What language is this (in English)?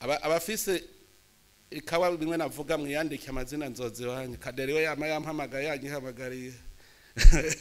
Rundi